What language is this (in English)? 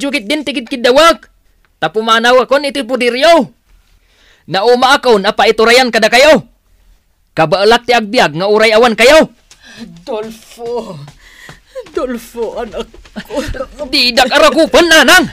Iloko